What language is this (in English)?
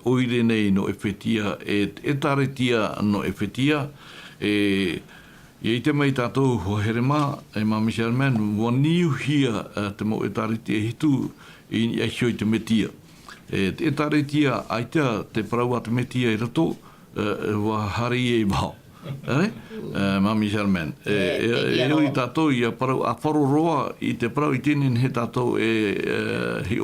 Tahitian